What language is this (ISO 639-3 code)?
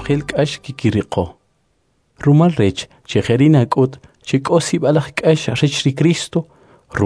quc